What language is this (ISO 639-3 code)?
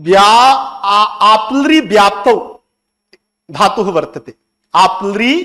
san